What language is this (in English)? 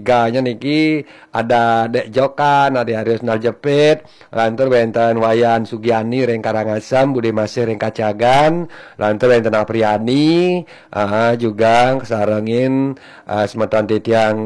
Balinese